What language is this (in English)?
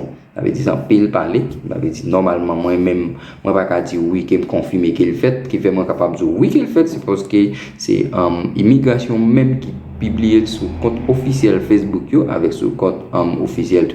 Haitian Creole